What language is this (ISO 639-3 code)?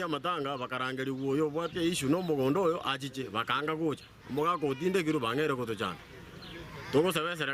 guz